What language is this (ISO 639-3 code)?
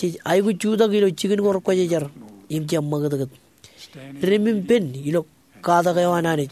mah